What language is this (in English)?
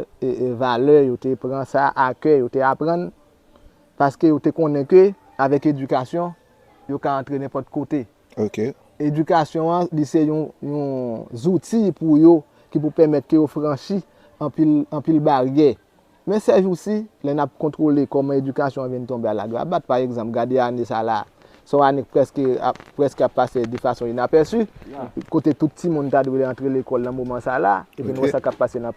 Haitian Creole